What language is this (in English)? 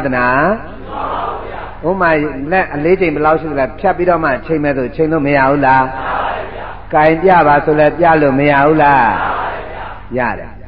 Burmese